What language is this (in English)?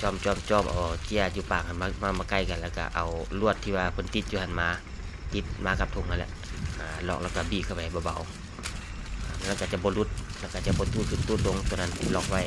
Lao